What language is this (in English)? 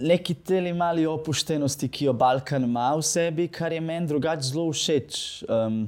Slovenian